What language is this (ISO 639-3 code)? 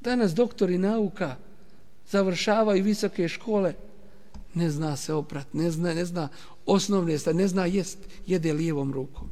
bos